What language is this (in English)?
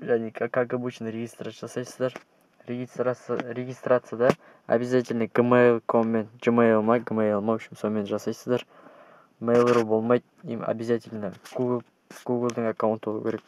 Kazakh